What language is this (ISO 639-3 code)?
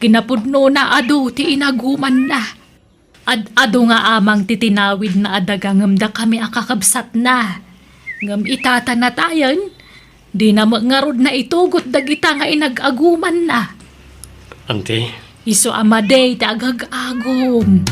ilo